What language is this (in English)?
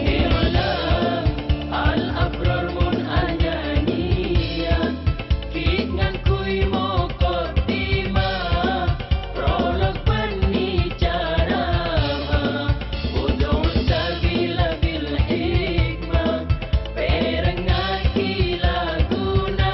Madurese